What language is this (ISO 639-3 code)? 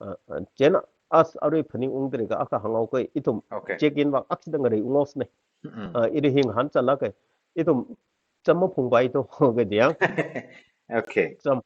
nmf